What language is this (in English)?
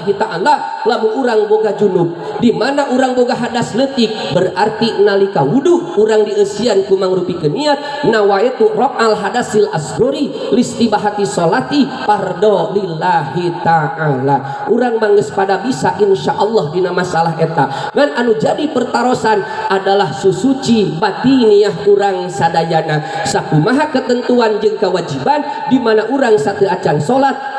Sundanese